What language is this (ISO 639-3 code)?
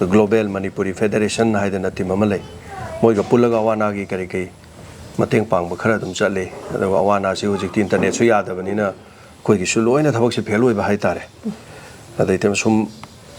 mni